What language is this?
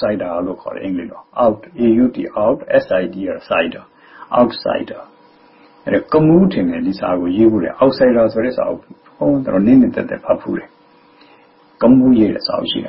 Burmese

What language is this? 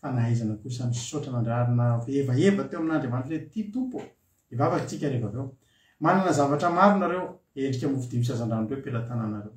Malagasy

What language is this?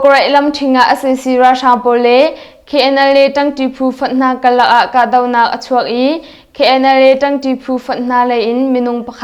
Hakha Chin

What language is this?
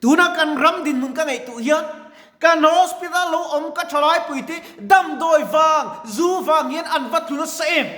Mizo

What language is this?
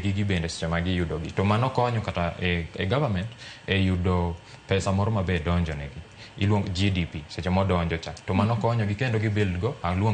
Luo (Kenya and Tanzania)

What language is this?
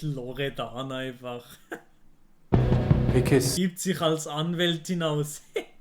Swiss German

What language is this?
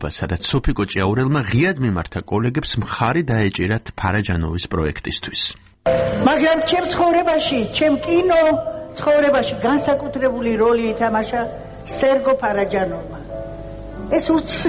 Georgian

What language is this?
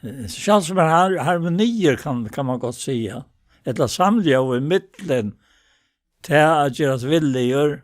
Faroese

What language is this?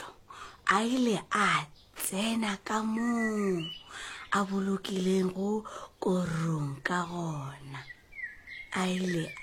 Northern Sotho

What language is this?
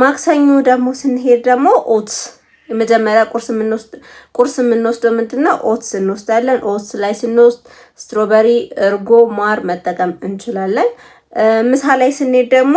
Amharic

